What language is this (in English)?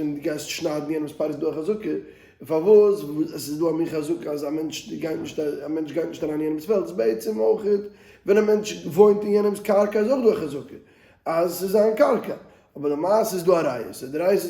Yiddish